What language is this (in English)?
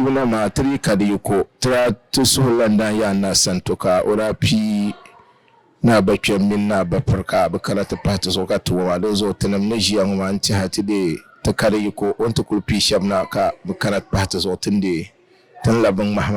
Dagbani